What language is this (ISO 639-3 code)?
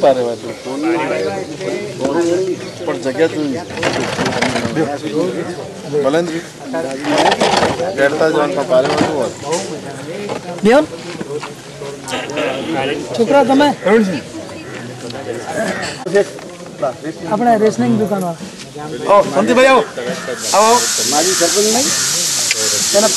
guj